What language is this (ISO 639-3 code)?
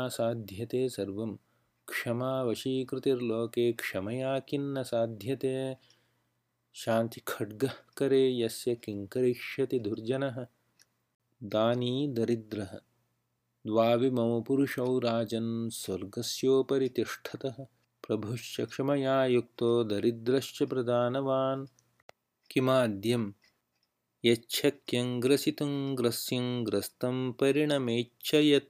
san